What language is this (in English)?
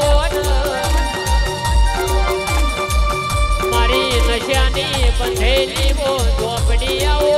Gujarati